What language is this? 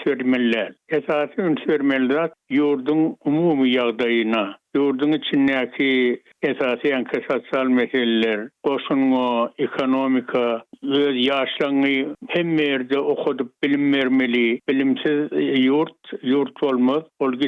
Turkmen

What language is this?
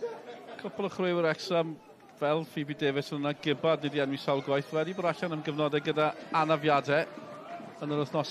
Welsh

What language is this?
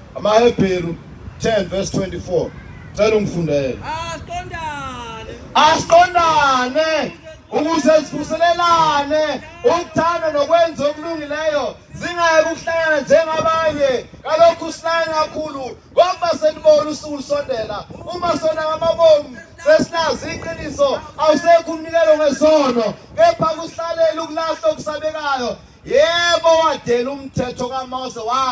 Zulu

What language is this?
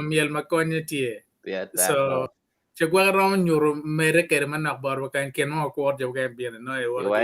Acoli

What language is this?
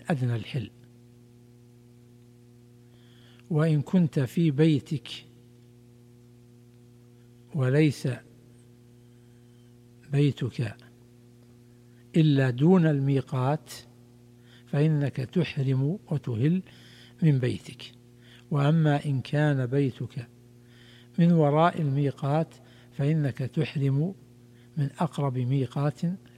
Arabic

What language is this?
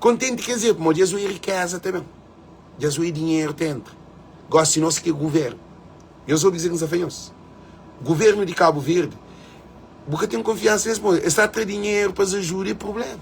Kabuverdianu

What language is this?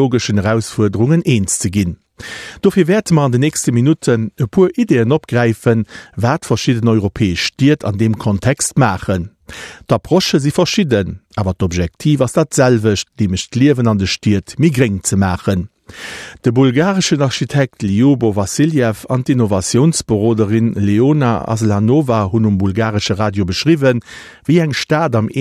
Luxembourgish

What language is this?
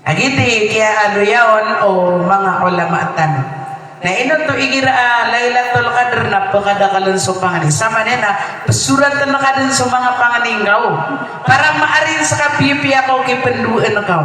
Maranao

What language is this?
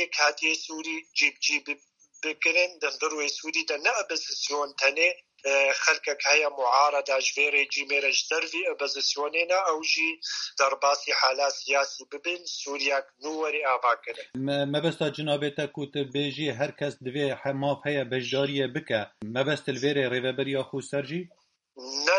Kurdish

